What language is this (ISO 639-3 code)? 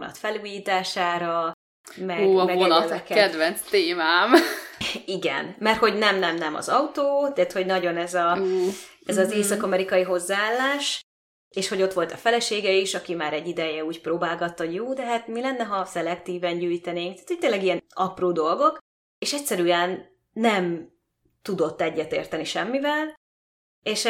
hun